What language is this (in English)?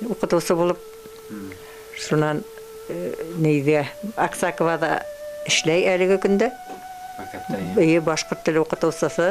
Bashkir